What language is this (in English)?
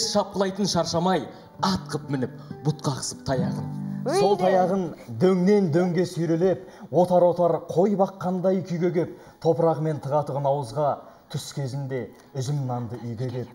Kazakh